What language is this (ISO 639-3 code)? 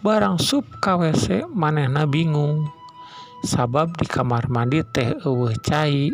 sun